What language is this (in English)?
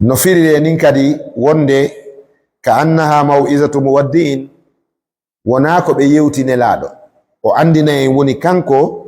Fula